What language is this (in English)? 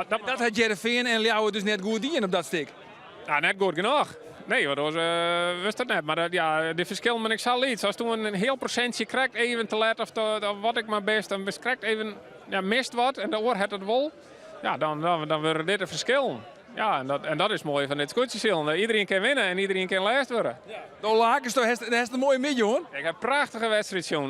Western Frisian